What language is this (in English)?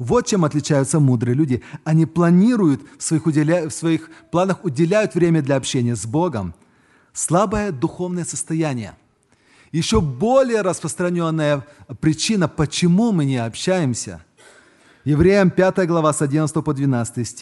Russian